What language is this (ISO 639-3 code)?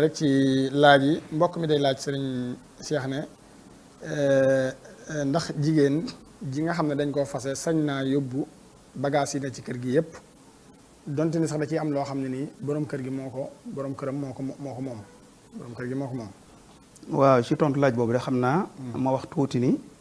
wol